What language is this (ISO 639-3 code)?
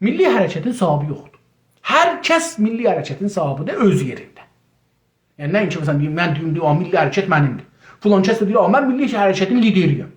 azb